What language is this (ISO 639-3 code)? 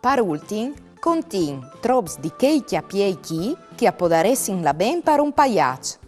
fur